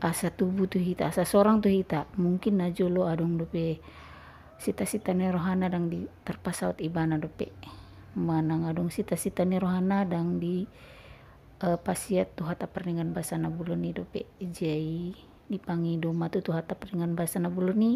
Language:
Batak Toba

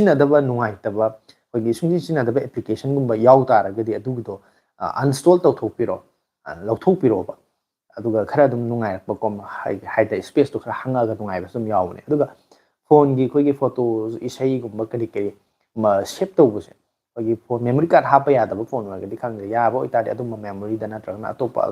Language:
Manipuri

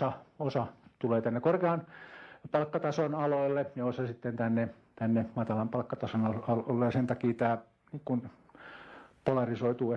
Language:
Finnish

